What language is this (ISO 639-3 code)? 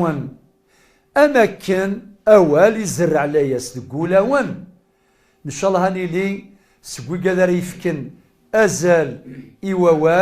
kab